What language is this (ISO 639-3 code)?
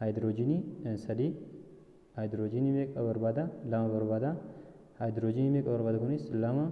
orm